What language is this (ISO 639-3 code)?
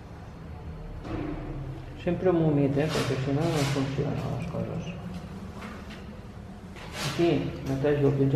cat